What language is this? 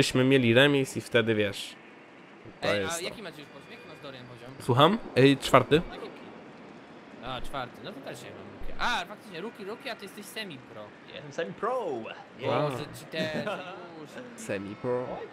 Polish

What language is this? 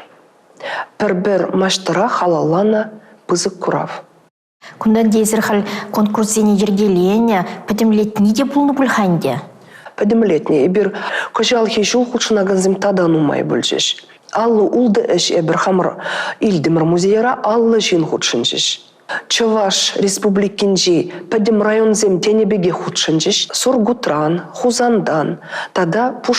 Chuvash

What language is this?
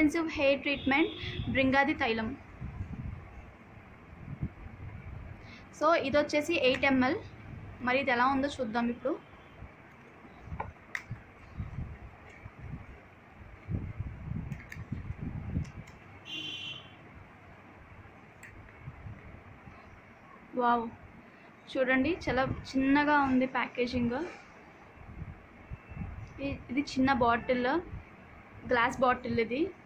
Telugu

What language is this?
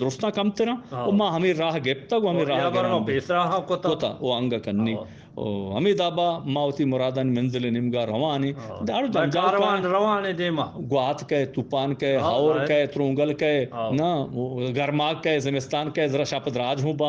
Eastern Balochi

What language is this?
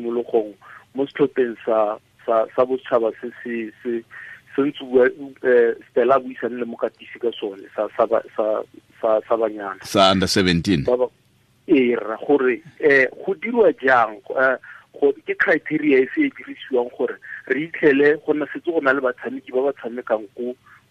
Tswana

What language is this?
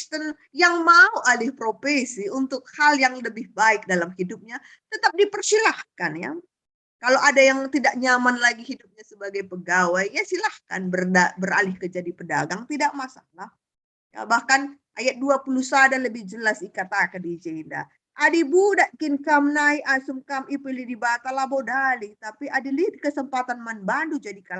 Batak Karo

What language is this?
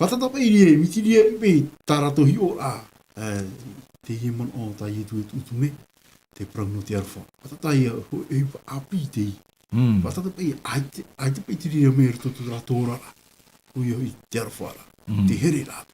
Tahitian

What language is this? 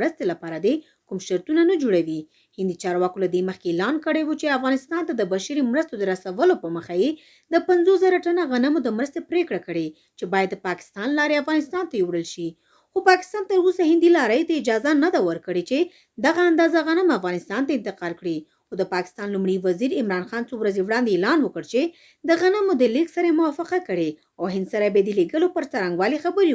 Pashto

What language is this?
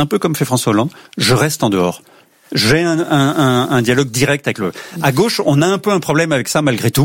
French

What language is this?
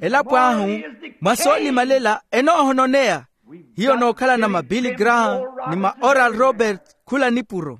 Makhuwa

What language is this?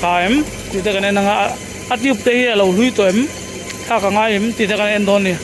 Mizo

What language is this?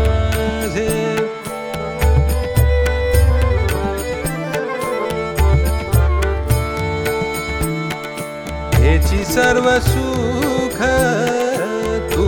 Marathi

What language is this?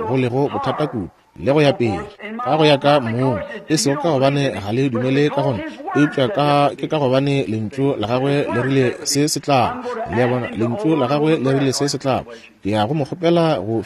Northern Sotho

